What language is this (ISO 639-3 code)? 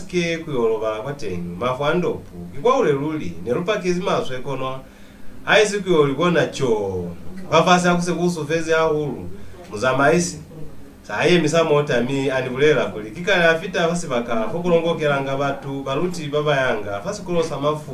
loz